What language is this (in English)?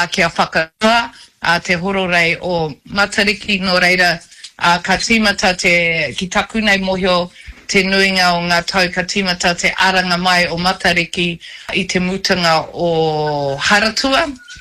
Māori